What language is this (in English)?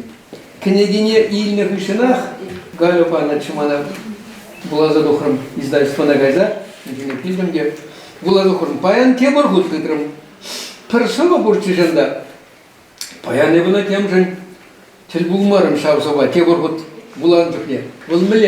Chuvash